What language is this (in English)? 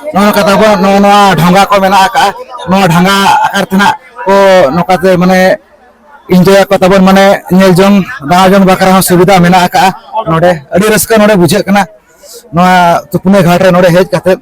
Santali